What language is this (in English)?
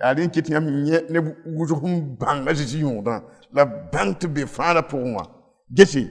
Mossi